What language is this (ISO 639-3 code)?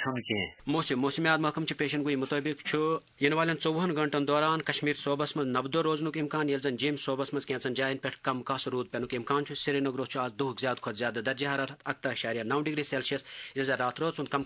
kas